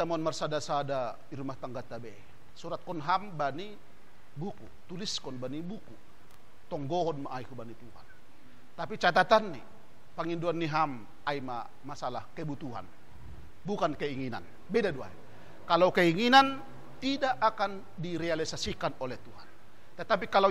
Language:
Batak Simalungun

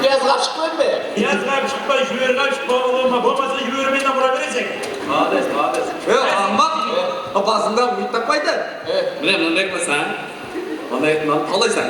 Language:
Kara-Kalpak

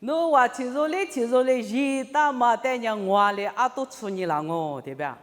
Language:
Lisu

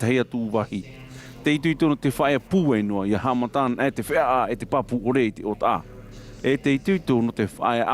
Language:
Tahitian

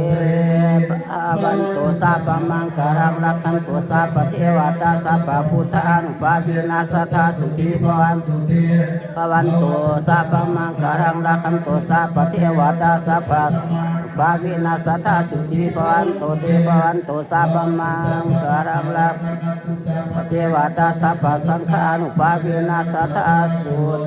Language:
Pali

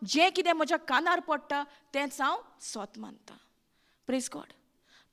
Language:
Konkani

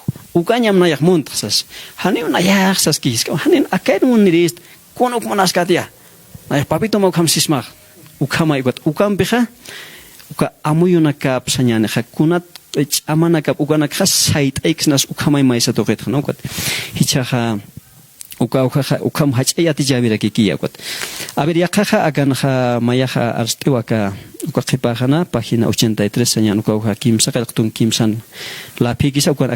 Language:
Aymara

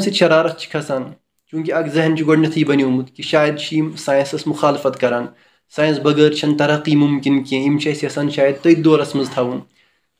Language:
Kashmiri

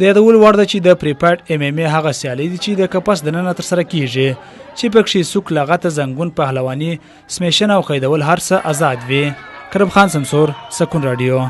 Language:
Pashto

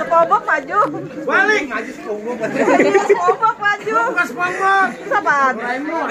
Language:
Betawi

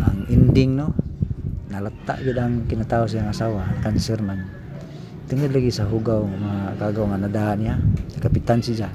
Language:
Cebuano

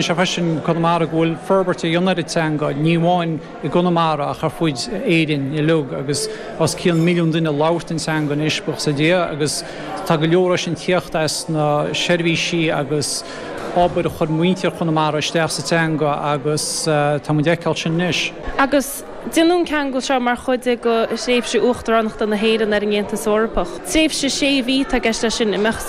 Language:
Irish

